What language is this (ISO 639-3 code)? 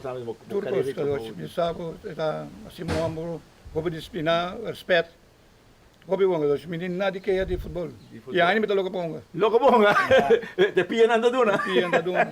pap